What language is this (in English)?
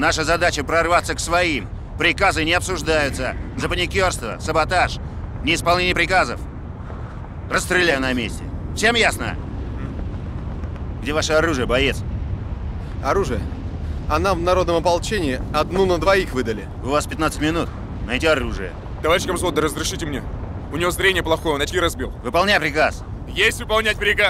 Russian